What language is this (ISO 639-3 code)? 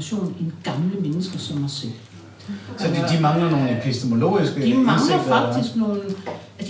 dan